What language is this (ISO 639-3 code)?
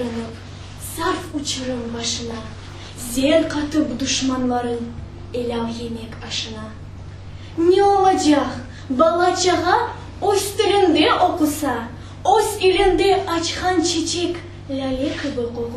crh